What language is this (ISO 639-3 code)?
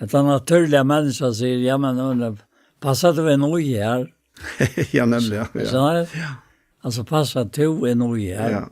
fao